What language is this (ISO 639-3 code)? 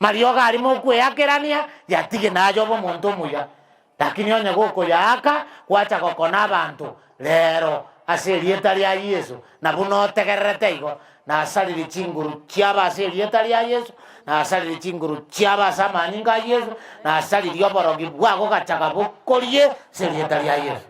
guz